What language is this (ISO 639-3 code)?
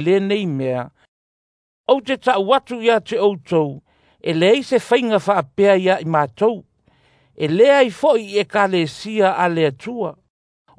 smo